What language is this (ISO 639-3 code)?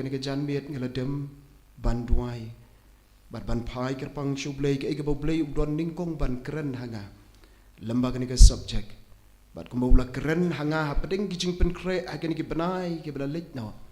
kha